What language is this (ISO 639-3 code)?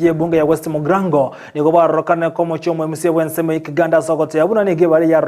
guz